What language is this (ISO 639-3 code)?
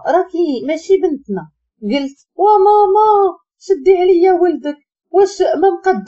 ary